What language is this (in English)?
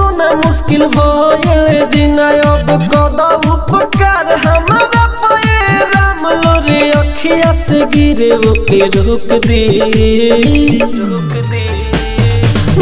Bhojpuri